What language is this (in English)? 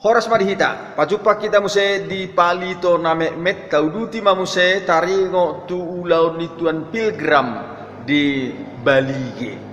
Batak Toba